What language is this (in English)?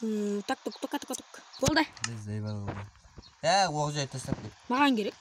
Kara-Kalpak